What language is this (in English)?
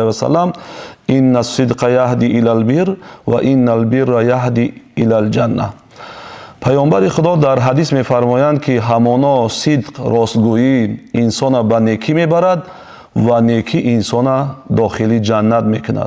Tajik